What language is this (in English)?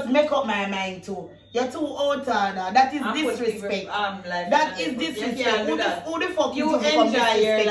Jamaican Creole English